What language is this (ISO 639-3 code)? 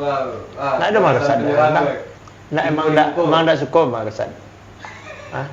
min